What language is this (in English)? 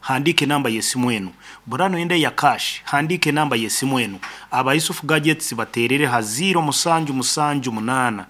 Nyankole